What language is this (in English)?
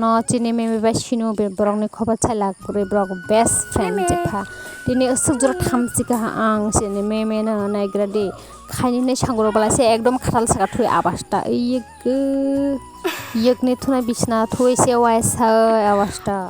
Kok Borok